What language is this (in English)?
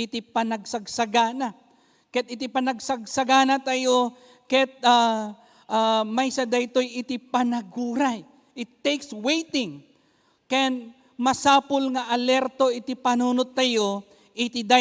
Iloko